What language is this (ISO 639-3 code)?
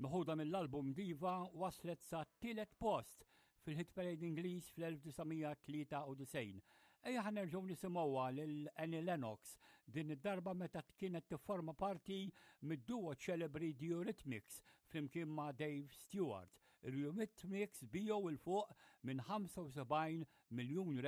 mlt